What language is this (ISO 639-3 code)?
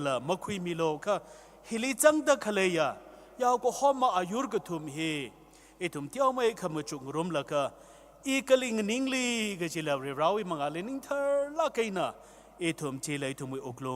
nmf